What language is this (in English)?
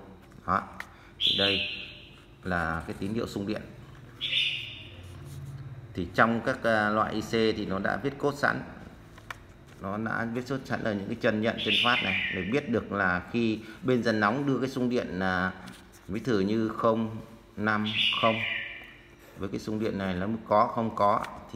Vietnamese